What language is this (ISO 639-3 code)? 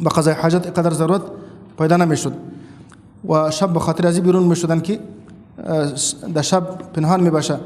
fas